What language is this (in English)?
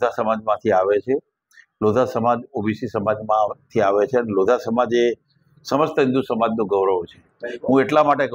Gujarati